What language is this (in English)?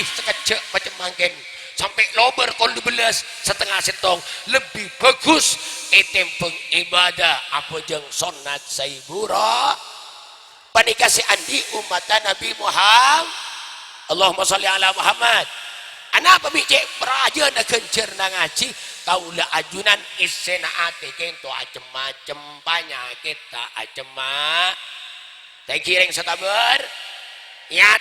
Madurese